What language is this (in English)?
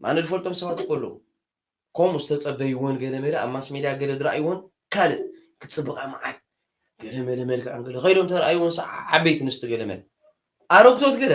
Tigrinya